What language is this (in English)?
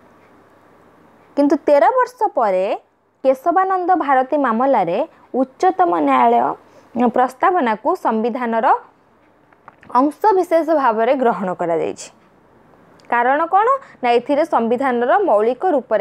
Odia